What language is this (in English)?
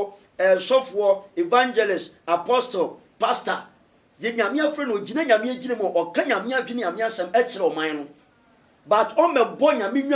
Akan